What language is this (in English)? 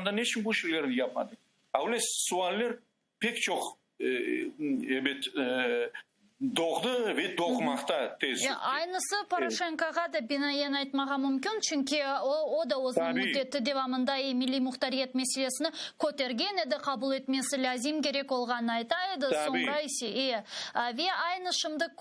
Crimean Tatar